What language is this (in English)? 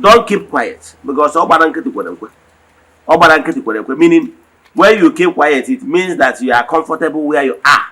Igbo